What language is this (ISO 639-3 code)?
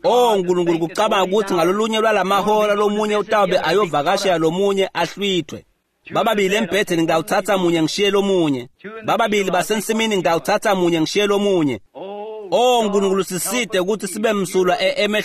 ssw